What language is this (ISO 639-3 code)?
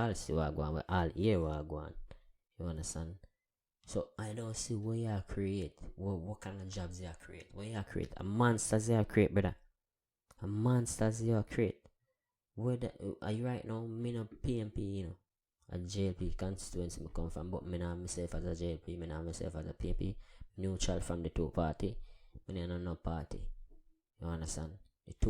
jam